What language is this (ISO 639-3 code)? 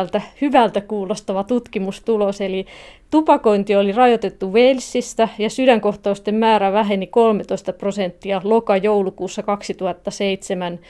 fin